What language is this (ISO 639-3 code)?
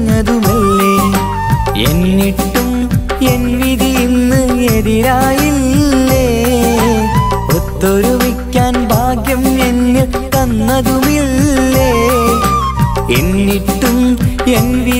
mal